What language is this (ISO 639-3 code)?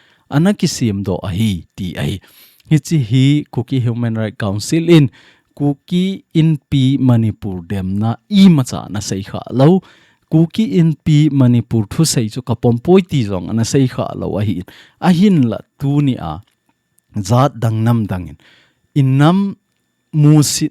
tcz